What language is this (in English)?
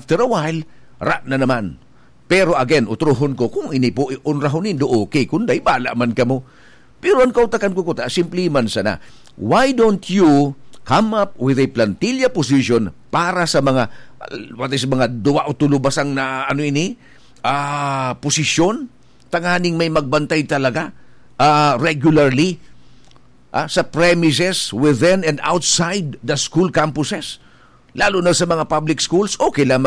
Bikol